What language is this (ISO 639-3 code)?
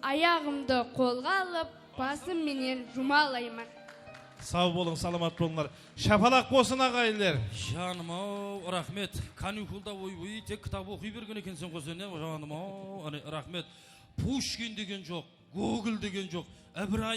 kaa